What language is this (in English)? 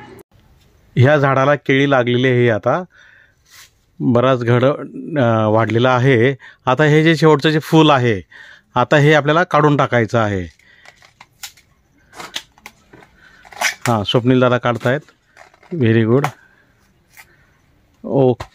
Marathi